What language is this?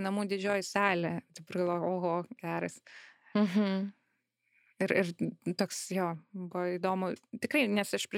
Lithuanian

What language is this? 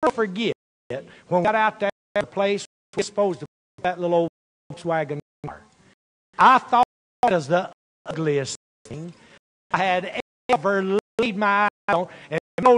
English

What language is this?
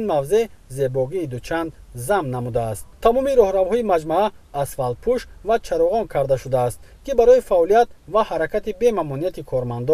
Tajik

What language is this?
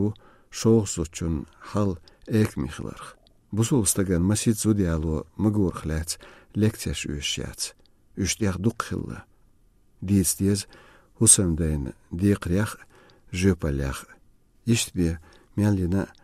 Chechen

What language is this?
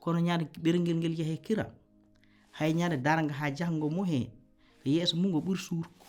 Fula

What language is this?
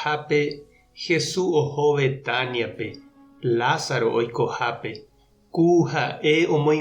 Guarani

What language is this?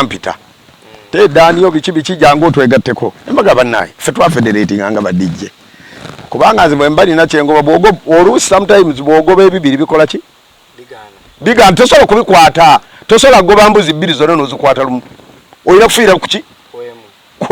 Ganda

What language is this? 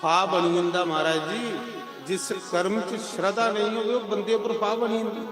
Dogri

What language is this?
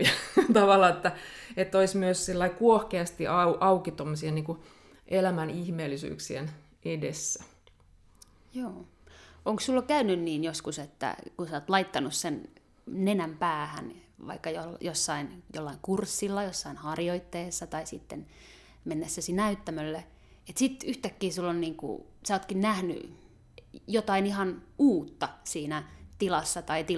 Finnish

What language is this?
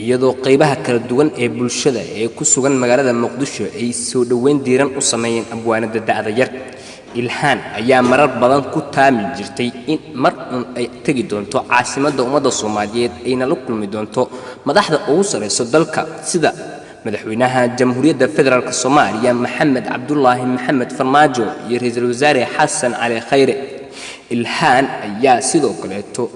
Somali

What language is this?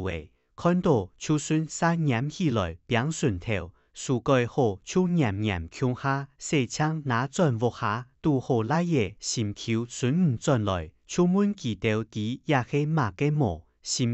Hakka Chinese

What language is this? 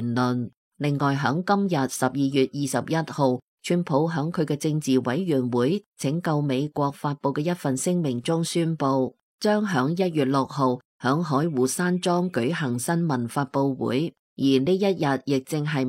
Cantonese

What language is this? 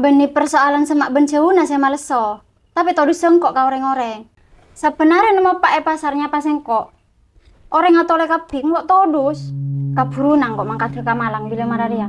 Madurese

